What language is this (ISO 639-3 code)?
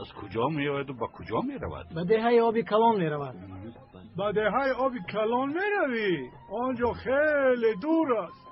tgk